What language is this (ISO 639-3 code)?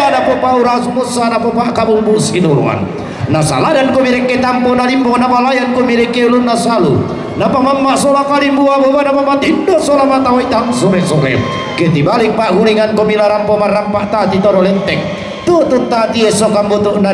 sda